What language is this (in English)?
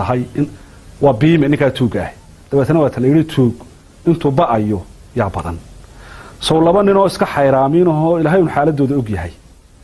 Somali